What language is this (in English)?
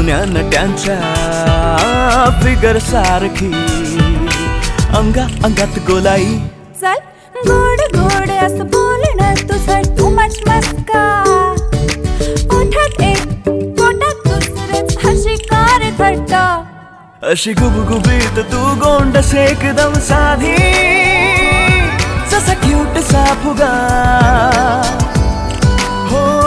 Marathi